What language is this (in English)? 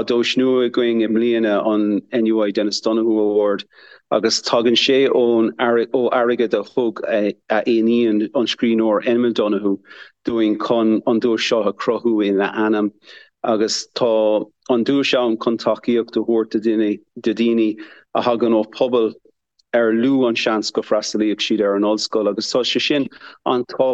Irish